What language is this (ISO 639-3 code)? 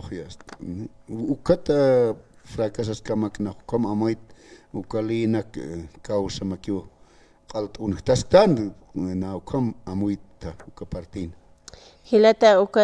aym